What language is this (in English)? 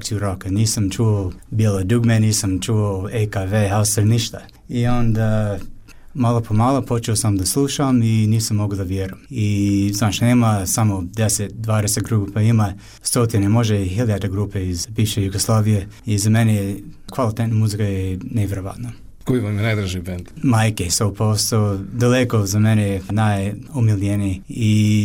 Bosnian